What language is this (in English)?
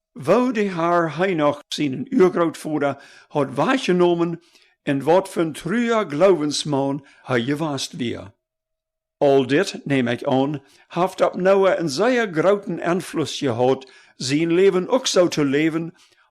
Plautdietsch